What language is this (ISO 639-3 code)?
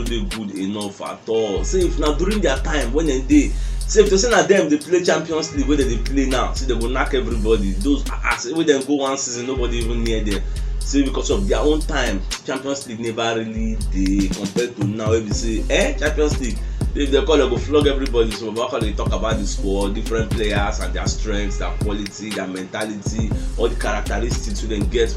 pcm